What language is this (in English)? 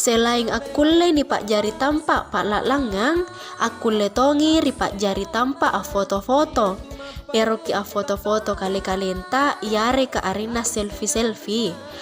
Makasar